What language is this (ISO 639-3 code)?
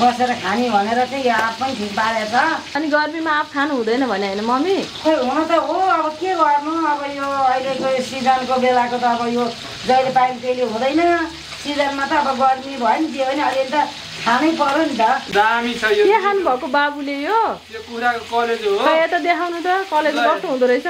nep